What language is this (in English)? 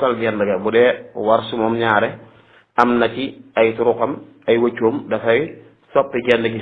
Wolof